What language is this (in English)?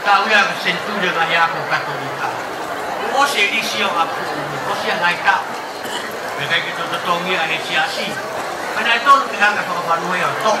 Tongan